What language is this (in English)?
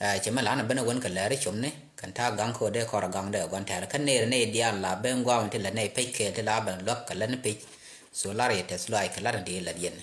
Nuer